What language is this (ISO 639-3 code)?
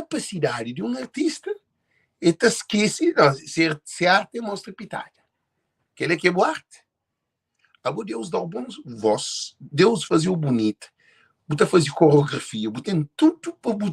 kea